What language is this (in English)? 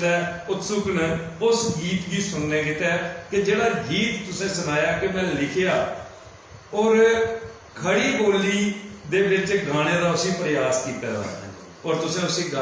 Dogri